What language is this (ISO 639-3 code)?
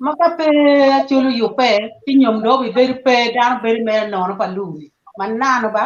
ach